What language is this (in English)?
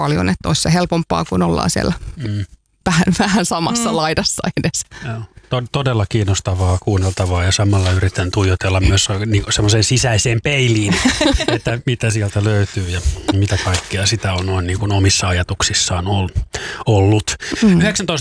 Finnish